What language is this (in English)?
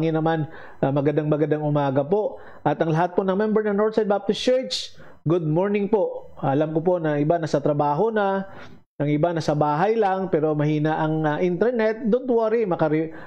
Filipino